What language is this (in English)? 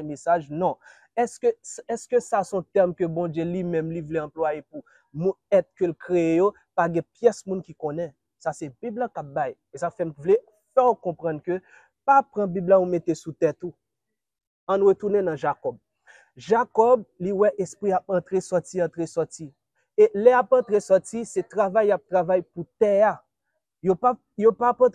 Haitian Creole